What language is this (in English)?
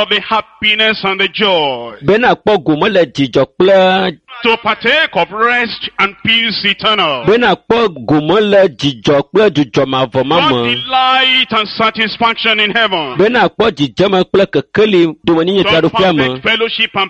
Ewe